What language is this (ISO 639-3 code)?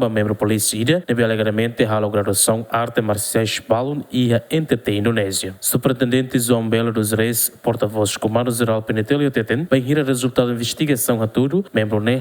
tet